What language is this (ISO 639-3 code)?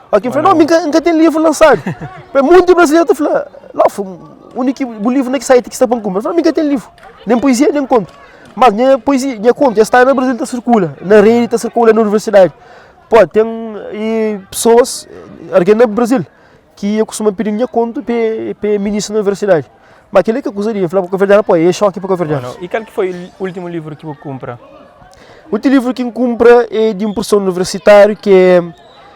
kea